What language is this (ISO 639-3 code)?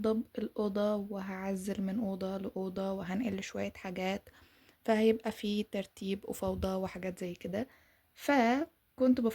arz